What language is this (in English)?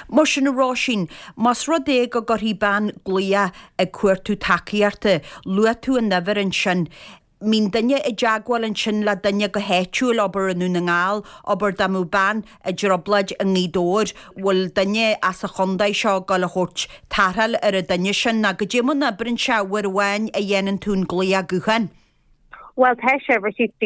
Irish